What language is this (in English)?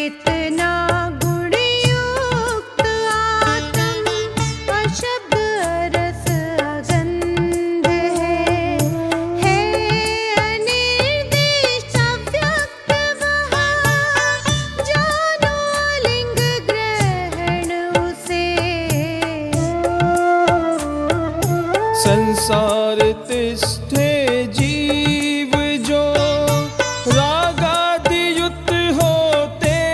Hindi